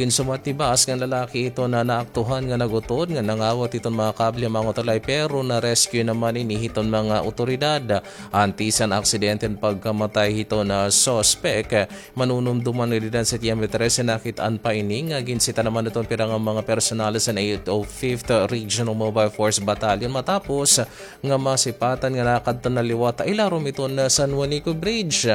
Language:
Waray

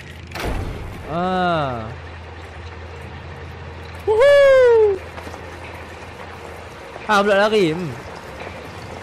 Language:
Malay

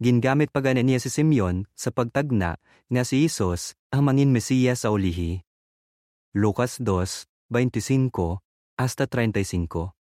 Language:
Hiligaynon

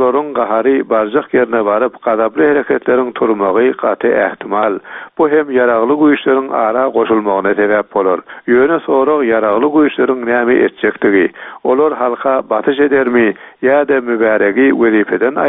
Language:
Turkmen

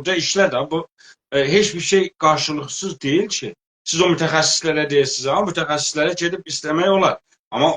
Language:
South Azerbaijani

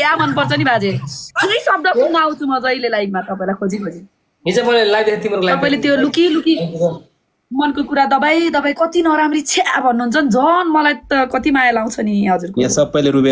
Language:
Nepali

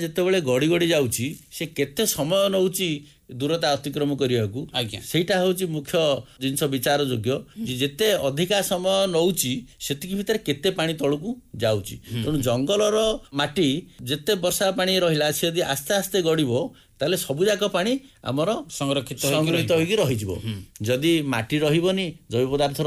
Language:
Odia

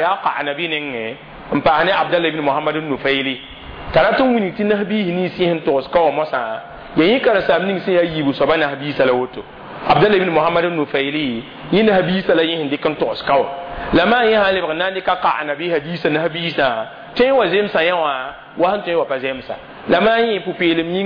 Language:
Mossi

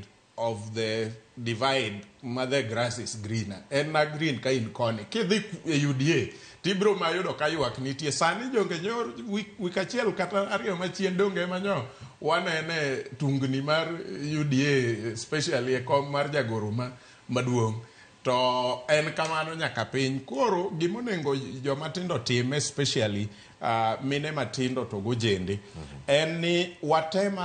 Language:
Luo (Kenya and Tanzania)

